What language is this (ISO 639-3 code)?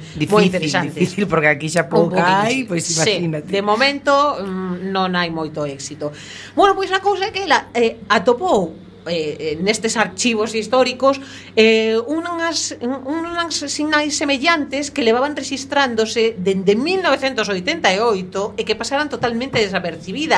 glg